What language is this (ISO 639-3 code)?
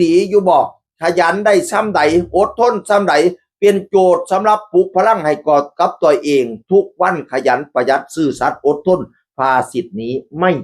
tts